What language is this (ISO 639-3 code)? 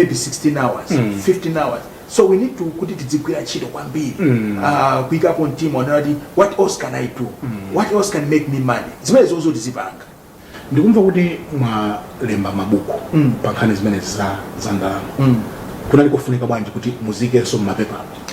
nya